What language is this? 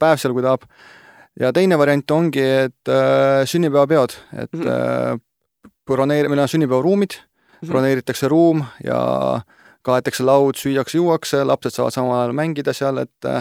Estonian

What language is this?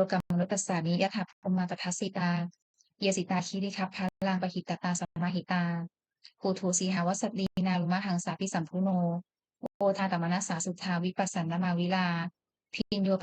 Pali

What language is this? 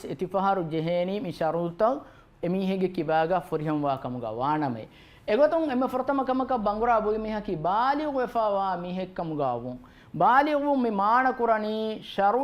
Divehi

